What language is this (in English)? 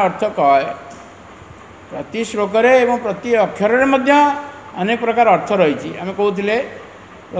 Odia